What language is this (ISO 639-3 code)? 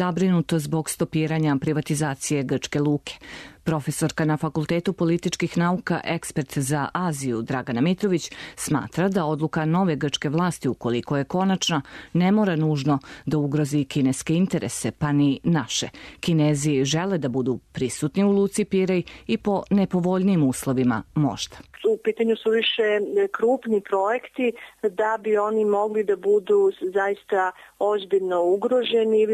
srp